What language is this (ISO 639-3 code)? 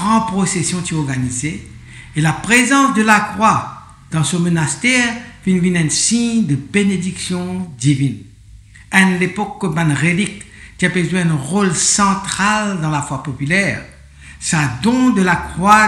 mfe